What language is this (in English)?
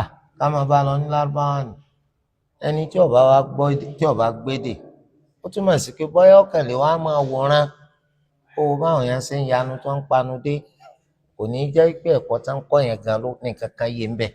Yoruba